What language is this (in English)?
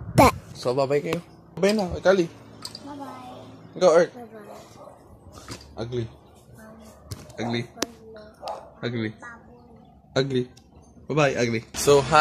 Filipino